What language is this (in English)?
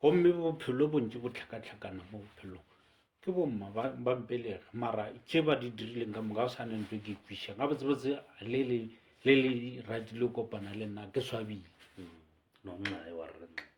Northern Sotho